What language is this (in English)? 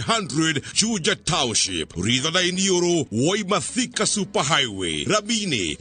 Kikuyu